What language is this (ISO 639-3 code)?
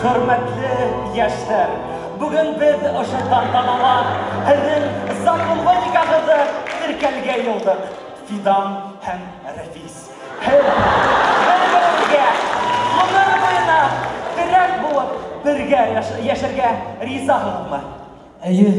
bak